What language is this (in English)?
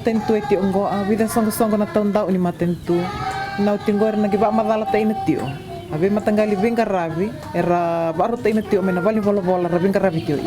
Fijian